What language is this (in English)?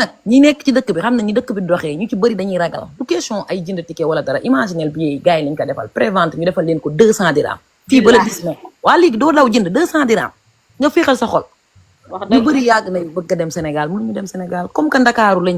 Wolof